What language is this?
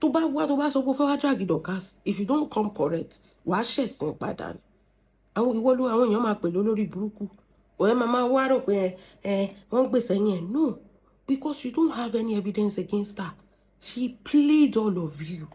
Yoruba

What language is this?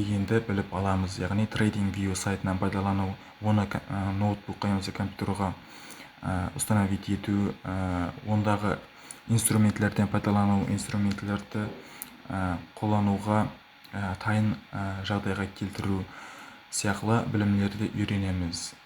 Kara-Kalpak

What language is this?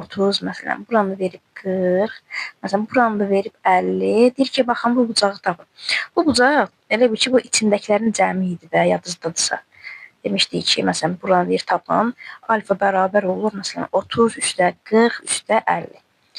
Azerbaijani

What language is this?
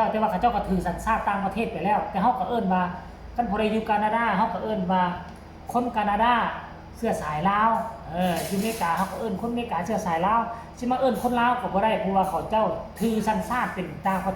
Lao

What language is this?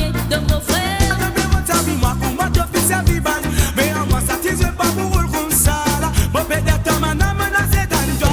Morisyen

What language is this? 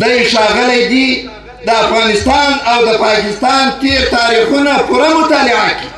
Pashto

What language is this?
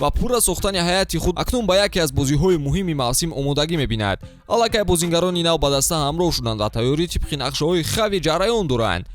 Tajik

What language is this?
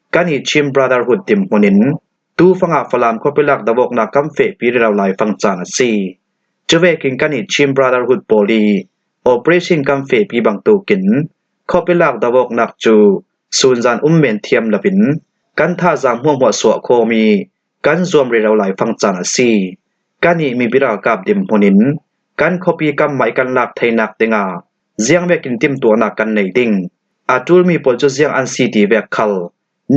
Falam Chin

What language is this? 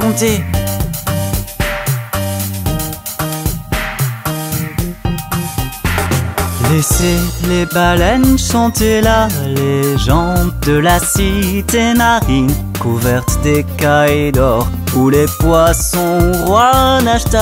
French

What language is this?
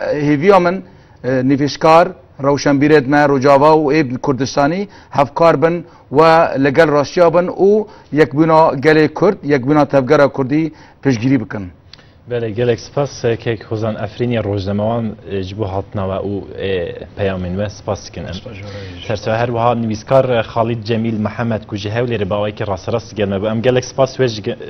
Kurdish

